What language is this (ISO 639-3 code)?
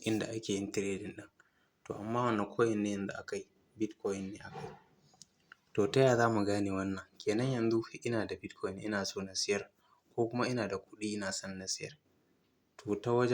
hau